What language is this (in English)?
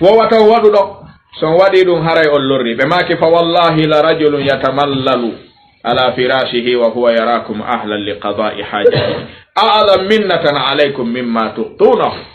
Fula